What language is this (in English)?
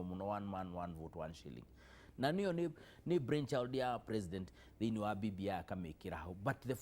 Kikuyu